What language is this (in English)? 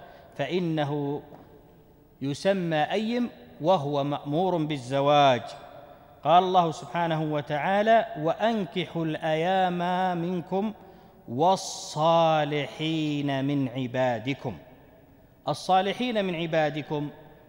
Arabic